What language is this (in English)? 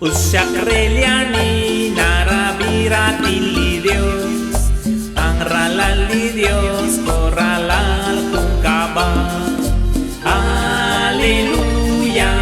Kekchí